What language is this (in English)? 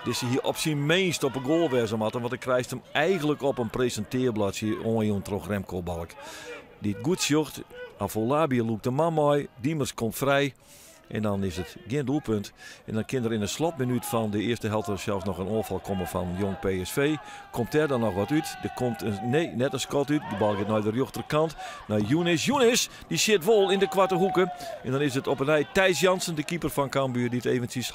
Western Frisian